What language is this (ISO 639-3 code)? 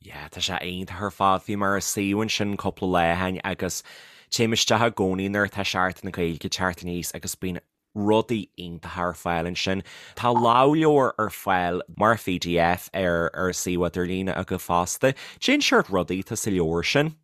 gle